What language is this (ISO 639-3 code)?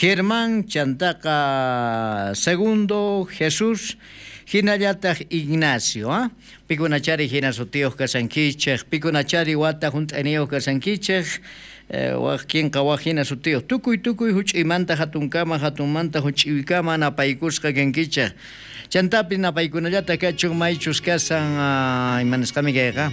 quh